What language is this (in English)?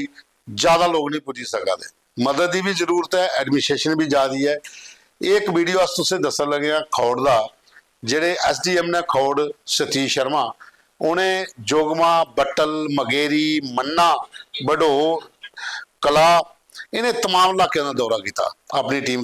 Dogri